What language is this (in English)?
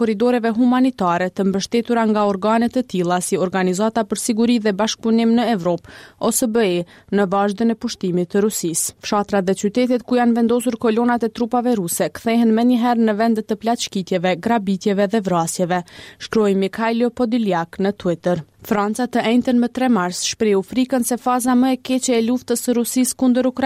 Albanian